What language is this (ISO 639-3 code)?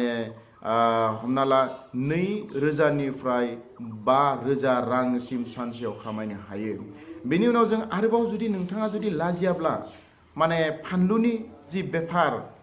brx